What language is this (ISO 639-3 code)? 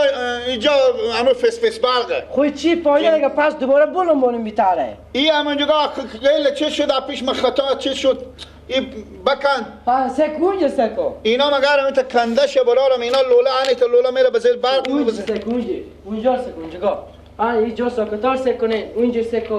fas